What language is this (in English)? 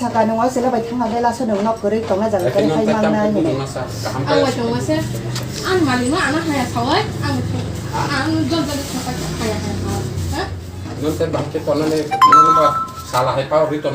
Kok Borok